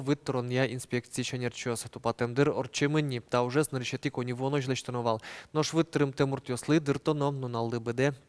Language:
Udmurt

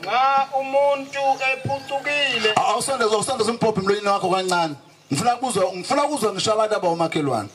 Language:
Zulu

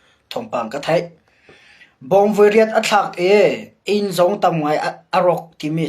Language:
Hakha Chin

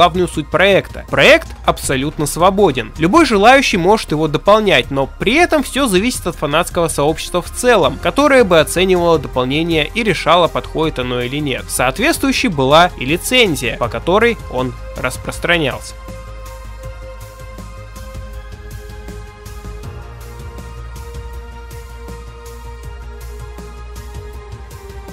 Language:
Russian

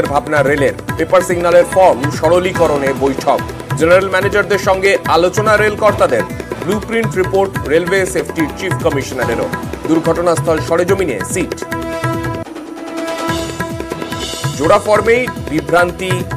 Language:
Bangla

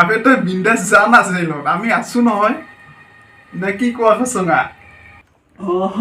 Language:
Assamese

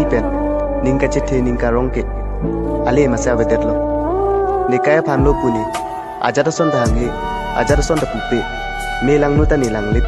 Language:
Karbi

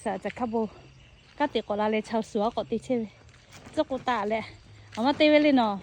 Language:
Lahu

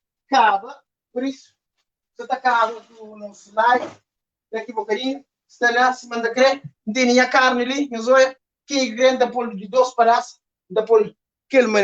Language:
Kabuverdianu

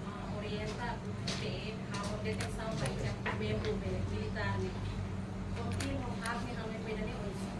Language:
Tetum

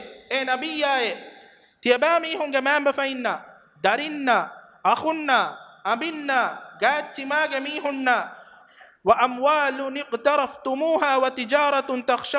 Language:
Divehi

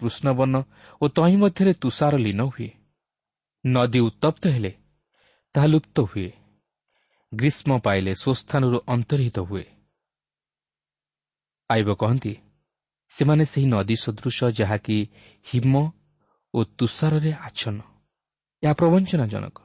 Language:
Odia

